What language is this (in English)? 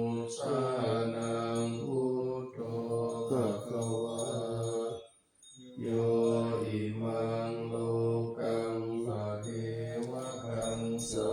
Pali